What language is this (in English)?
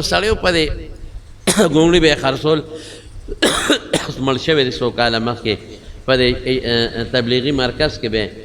Pashto